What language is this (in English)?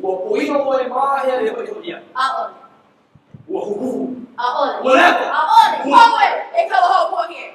Hawaiian